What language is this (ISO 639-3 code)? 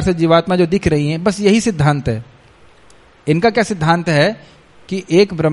hin